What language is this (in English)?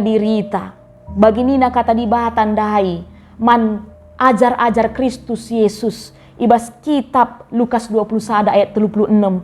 Batak Karo